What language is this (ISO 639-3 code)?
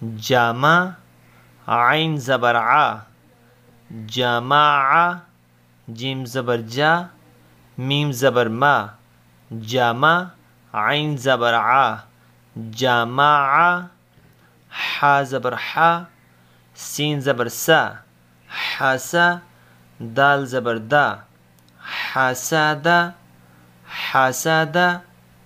urd